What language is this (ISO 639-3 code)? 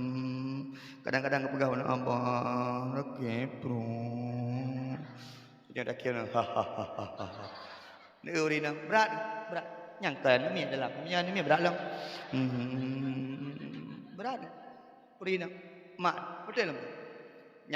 ace